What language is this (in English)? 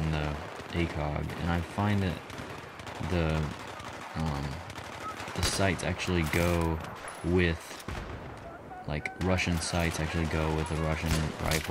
English